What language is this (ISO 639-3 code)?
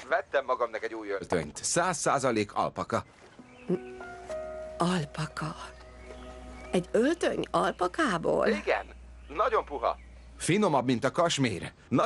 hun